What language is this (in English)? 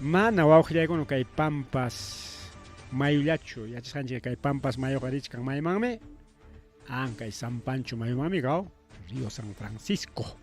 Ayacucho Quechua